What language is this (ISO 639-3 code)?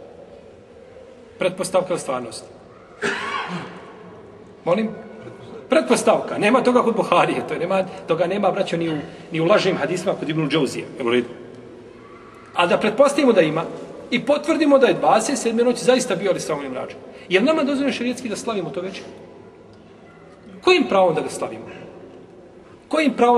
bos